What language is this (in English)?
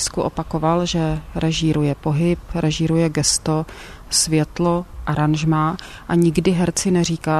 Czech